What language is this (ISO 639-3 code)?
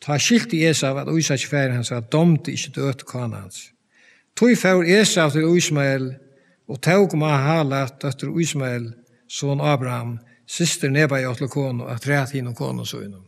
fao